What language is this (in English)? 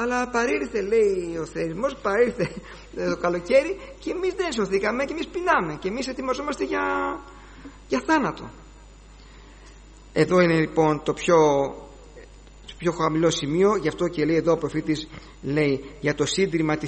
Greek